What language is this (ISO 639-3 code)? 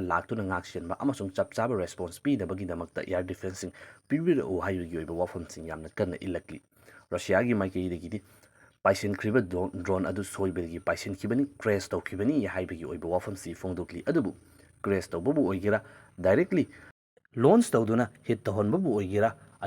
mni